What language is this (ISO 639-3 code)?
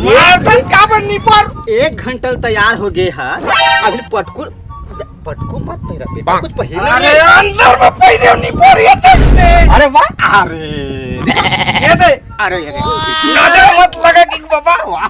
hne